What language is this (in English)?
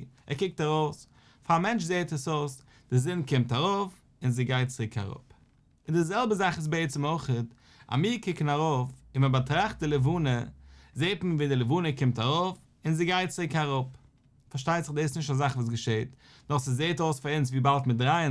Yiddish